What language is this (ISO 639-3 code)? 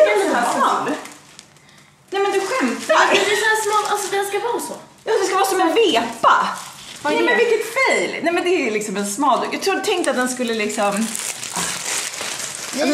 swe